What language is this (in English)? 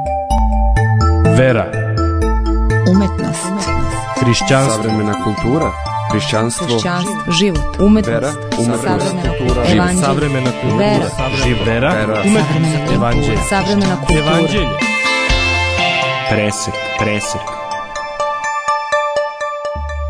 Serbian